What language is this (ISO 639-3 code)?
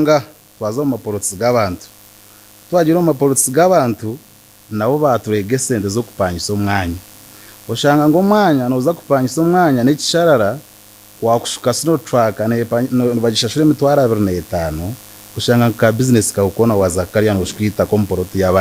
nyn